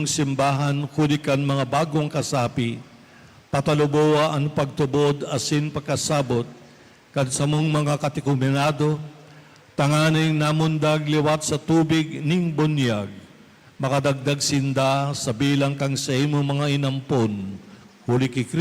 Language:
Bikol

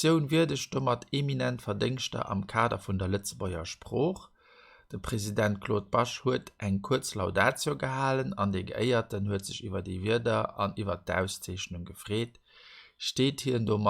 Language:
Luxembourgish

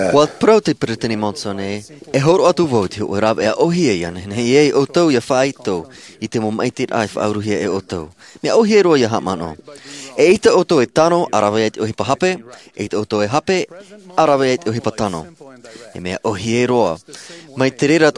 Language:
Tahitian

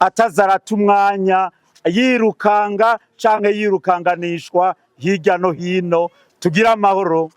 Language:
Rundi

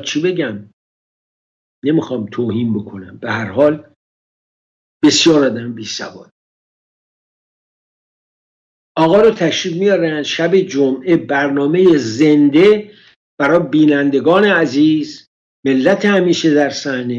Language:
Persian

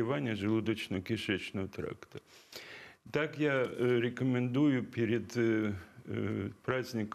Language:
Russian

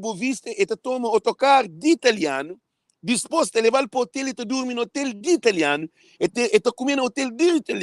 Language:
Kabuverdianu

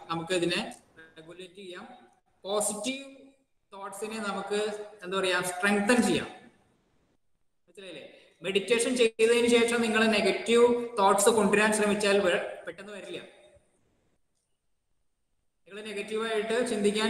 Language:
Malayalam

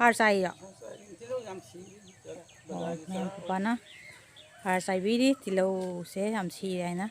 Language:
Manipuri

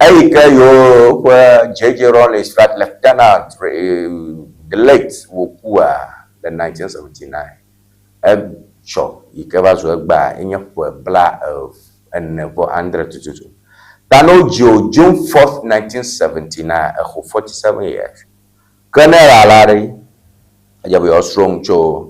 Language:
Ewe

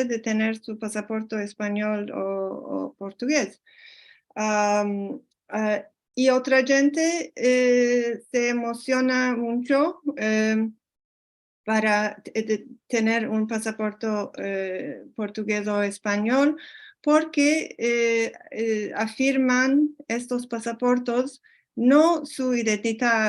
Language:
Ladino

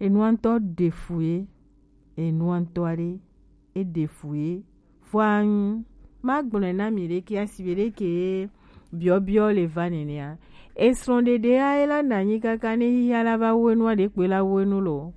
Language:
Gen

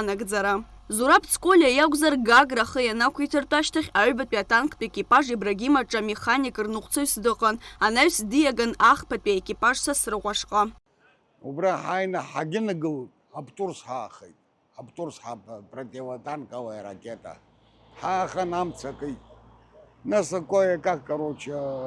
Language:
Abkhazian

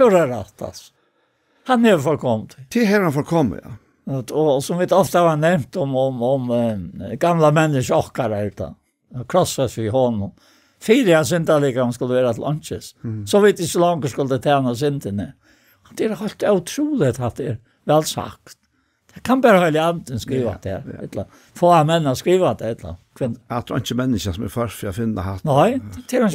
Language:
Faroese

